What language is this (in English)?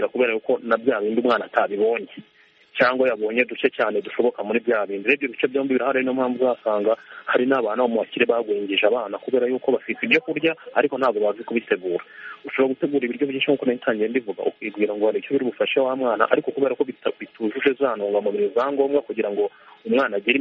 Kinyarwanda